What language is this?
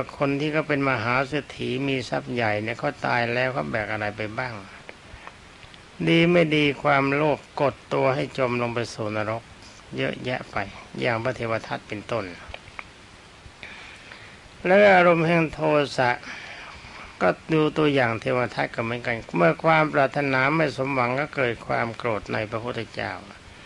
Thai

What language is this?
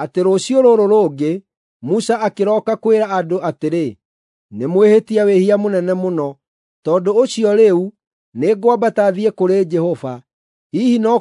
Kikuyu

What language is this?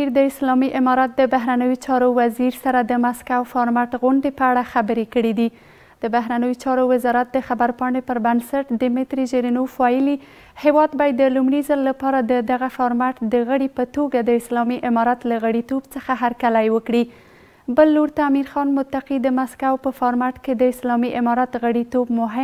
Pashto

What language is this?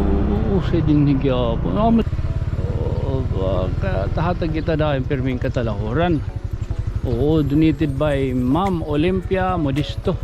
Waray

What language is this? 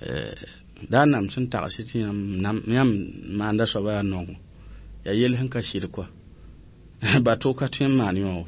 Mossi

